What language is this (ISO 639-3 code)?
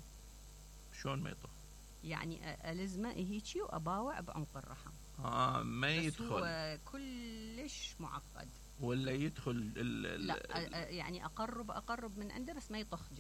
acm